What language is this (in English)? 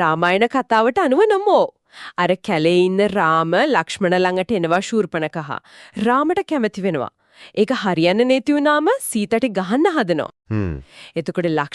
Sinhala